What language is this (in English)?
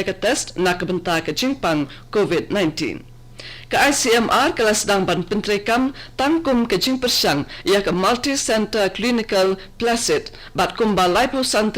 Khasi